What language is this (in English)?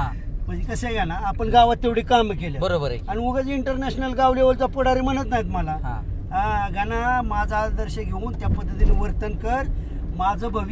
Marathi